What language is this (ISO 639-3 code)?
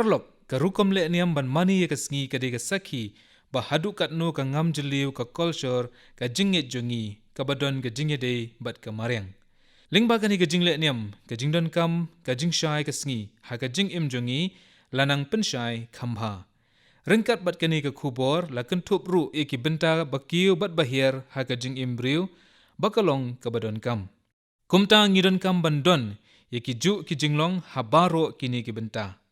kha